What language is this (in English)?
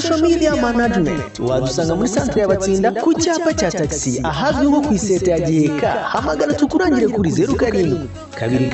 Kinyarwanda